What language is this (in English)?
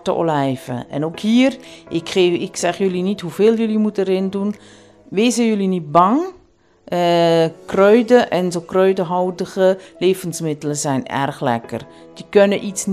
Dutch